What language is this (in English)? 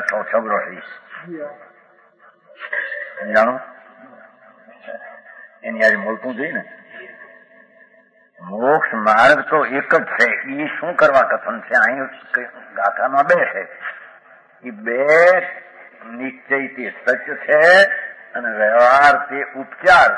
Gujarati